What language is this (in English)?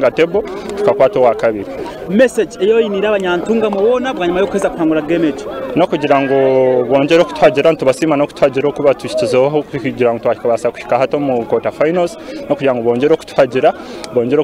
Nyankole